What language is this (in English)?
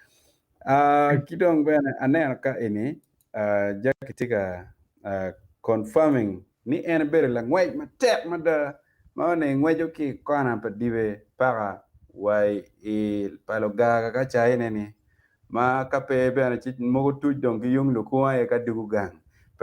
Acoli